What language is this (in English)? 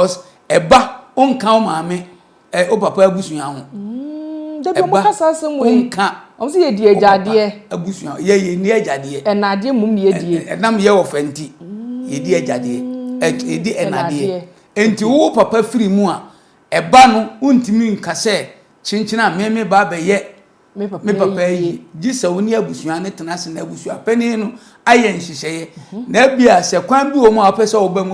Akan